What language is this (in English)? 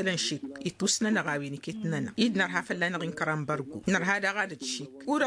Tamasheq